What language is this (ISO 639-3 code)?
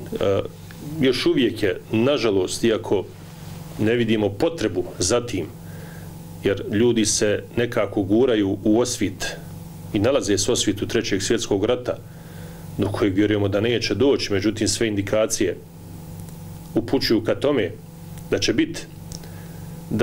bos